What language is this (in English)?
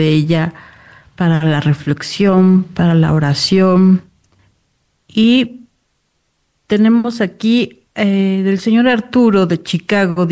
Spanish